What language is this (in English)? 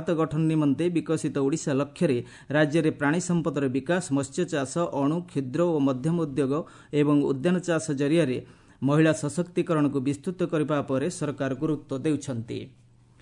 Odia